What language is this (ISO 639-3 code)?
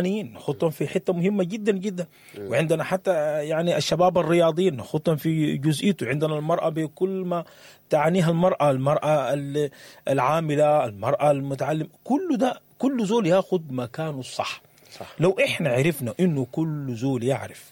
apd